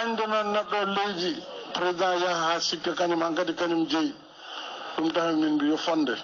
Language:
Fula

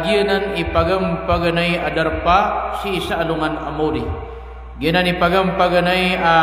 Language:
Maranao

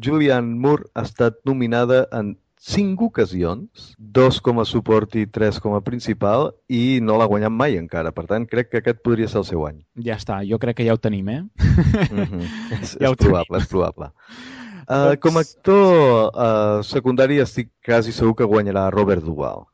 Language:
Catalan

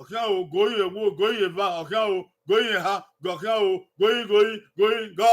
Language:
Bini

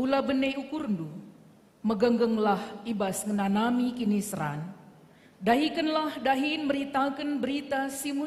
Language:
Batak Karo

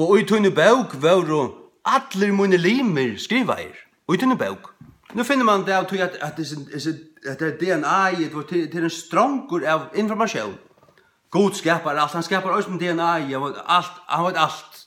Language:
Faroese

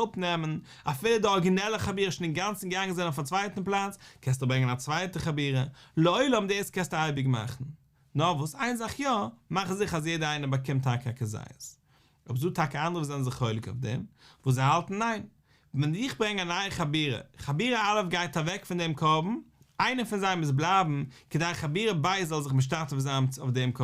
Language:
Yiddish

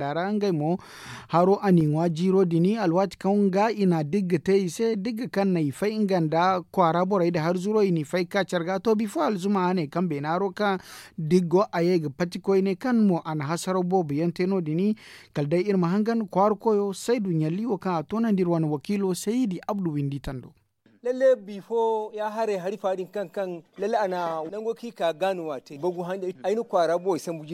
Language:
Zarma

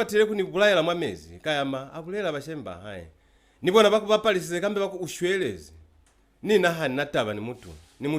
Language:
Lozi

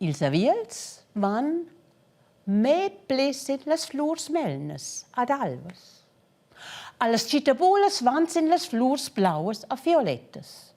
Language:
Romansh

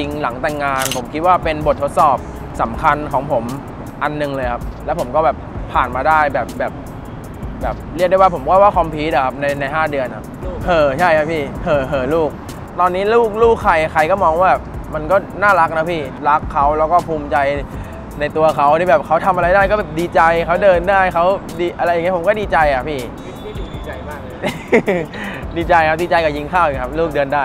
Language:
Thai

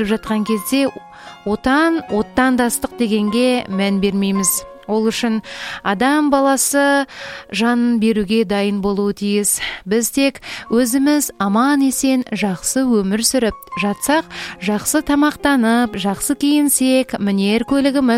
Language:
Kazakh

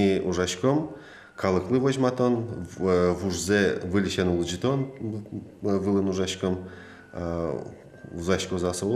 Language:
Udmurt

